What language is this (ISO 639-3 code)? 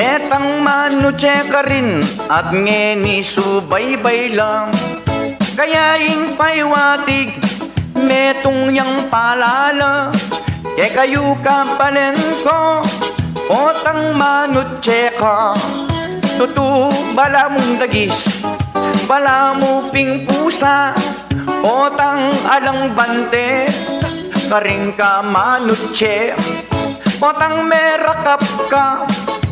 pam